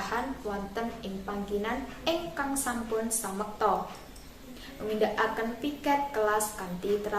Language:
Javanese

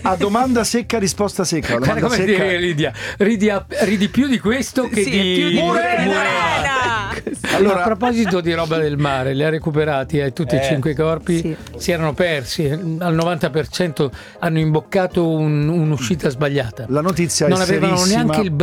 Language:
Italian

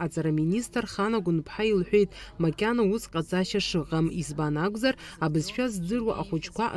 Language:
Abkhazian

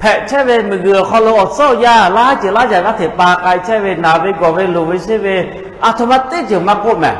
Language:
Lahu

